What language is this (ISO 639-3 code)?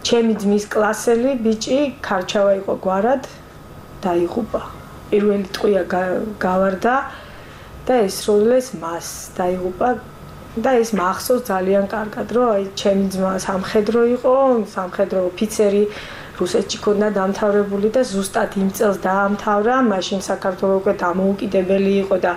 kat